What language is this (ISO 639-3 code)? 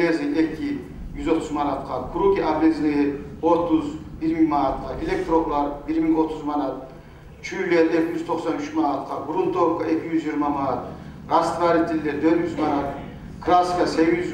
kum